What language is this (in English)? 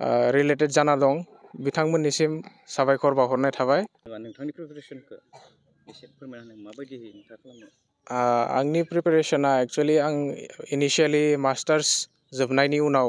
Bodo